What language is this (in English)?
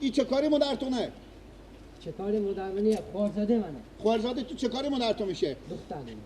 Persian